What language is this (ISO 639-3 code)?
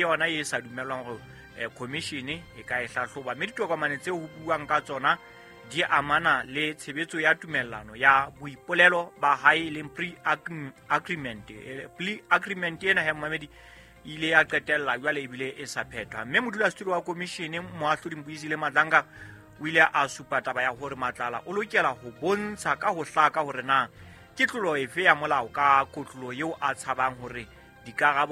sot